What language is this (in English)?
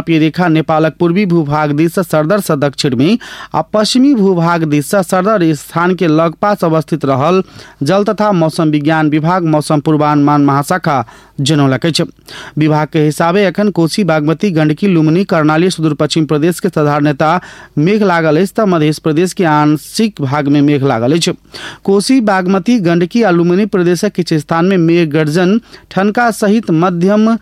Maithili